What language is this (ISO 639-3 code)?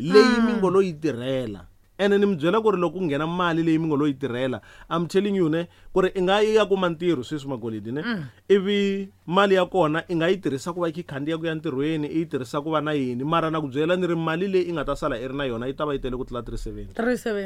tso